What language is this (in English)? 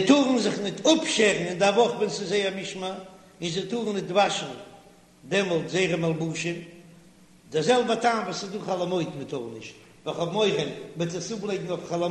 Yiddish